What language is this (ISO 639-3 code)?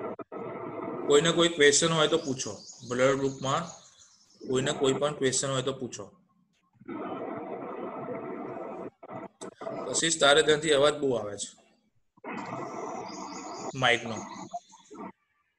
guj